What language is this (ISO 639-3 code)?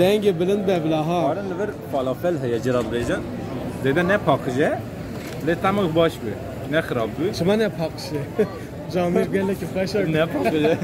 kur